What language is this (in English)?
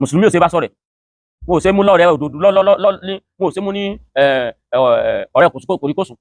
Yoruba